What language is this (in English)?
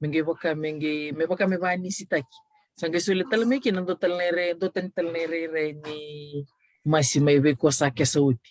Fijian